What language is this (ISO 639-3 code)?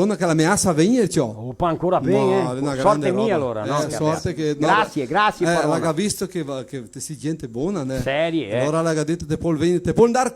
vec